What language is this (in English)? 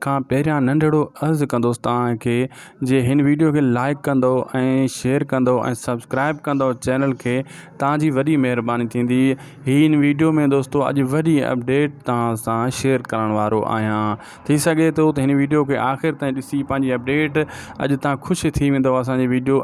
Sindhi